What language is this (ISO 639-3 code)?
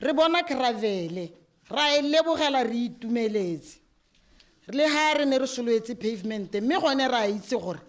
tsn